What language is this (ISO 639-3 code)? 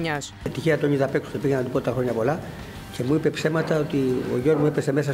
ell